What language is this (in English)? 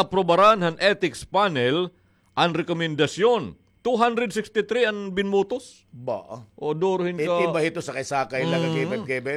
Waray